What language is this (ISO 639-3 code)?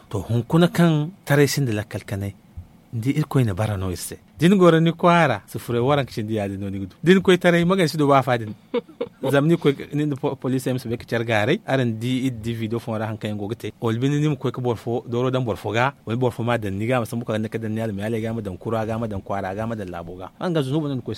dje